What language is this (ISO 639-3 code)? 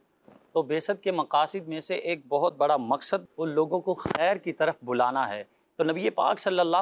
urd